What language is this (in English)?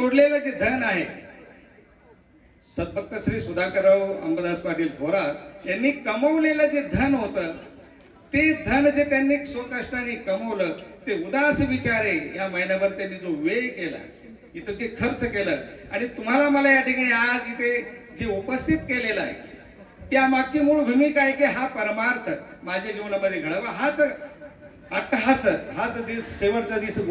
Marathi